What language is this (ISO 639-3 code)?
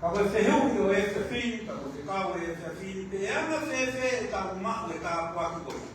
ton